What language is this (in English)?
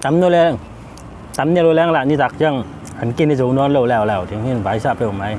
Tedim Chin